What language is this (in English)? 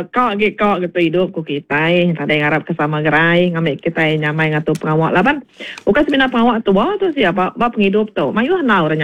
Iban